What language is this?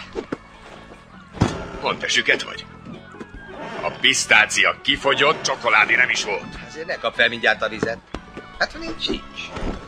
Hungarian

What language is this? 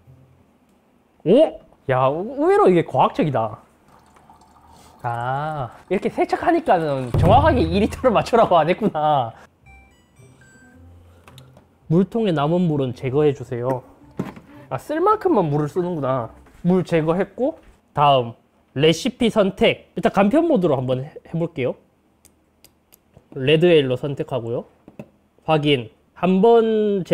Korean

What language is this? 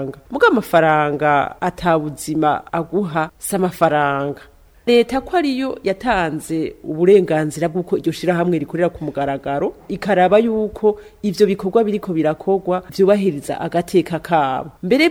Rundi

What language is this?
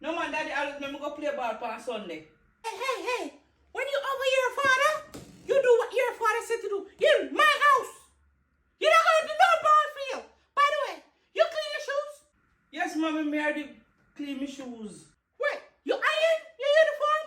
Jamaican Creole English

